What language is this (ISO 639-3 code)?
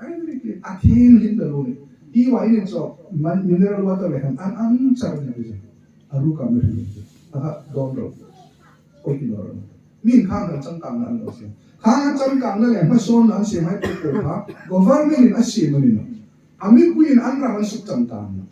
hmr